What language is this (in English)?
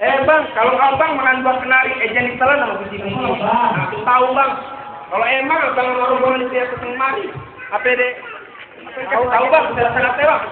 Betawi